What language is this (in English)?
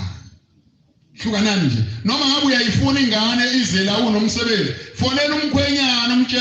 Zulu